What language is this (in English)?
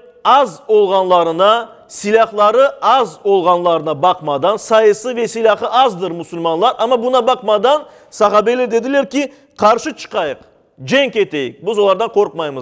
Crimean Tatar